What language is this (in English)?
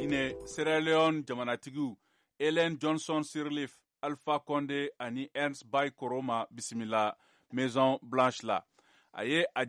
Bambara